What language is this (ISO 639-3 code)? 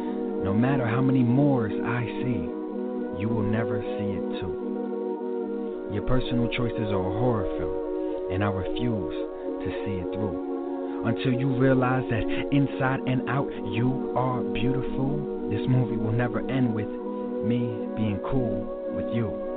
eng